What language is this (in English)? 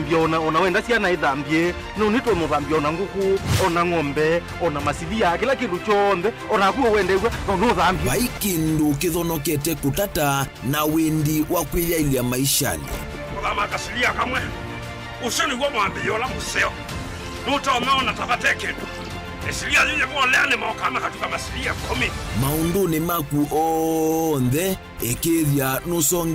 Kamba